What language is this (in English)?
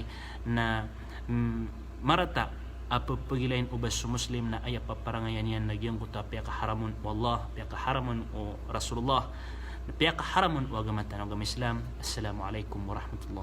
Maranao